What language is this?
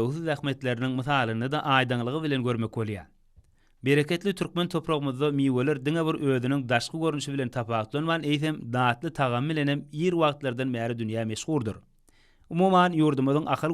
Turkmen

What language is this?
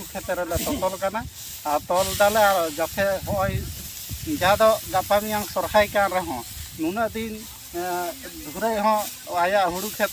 Santali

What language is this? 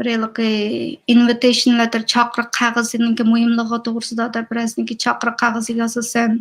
Uyghur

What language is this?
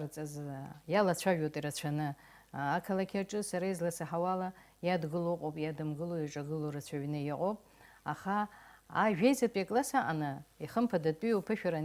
Abkhazian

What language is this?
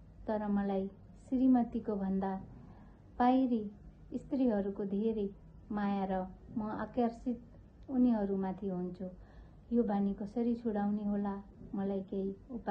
Nepali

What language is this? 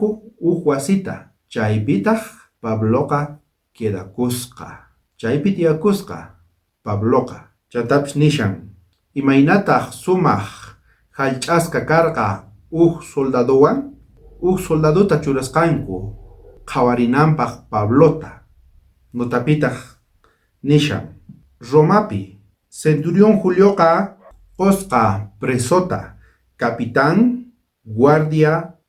South Bolivian Quechua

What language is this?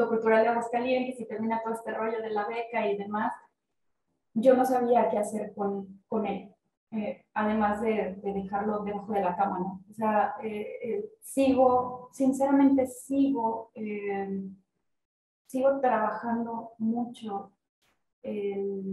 Spanish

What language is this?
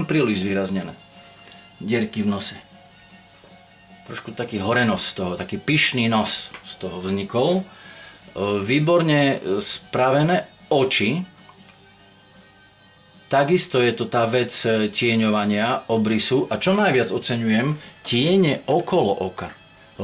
Slovak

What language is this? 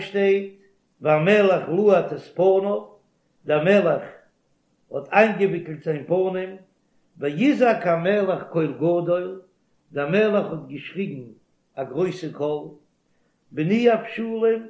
Yiddish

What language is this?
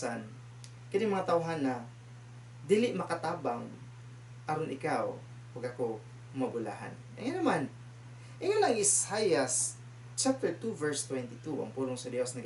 Cebuano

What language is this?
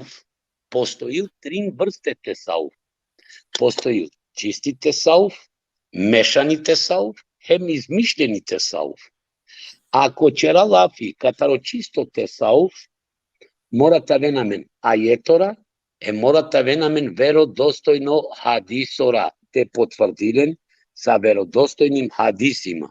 Balkan Romani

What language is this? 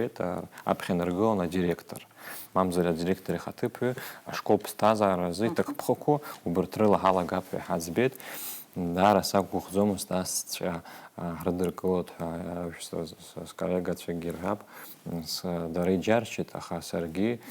Abkhazian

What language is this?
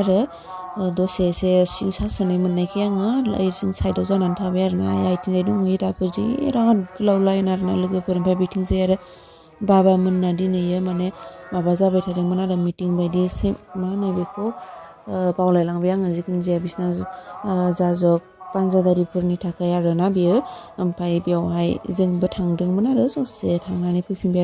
Bodo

